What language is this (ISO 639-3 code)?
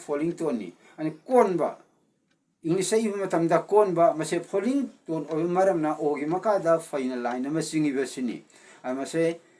mni